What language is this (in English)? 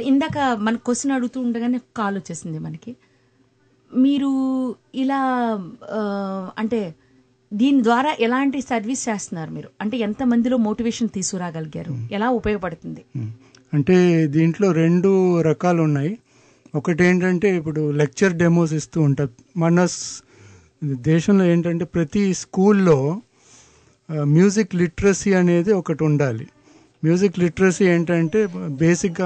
Telugu